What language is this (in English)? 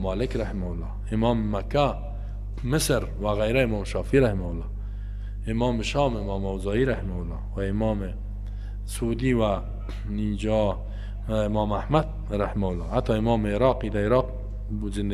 Persian